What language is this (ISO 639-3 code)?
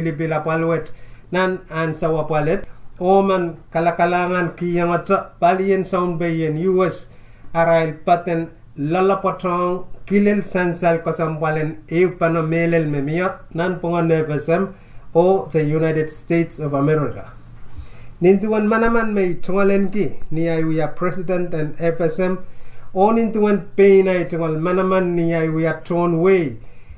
pon